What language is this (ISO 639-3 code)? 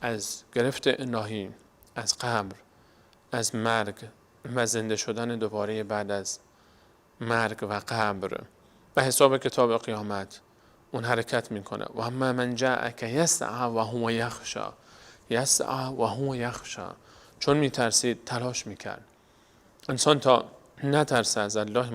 fas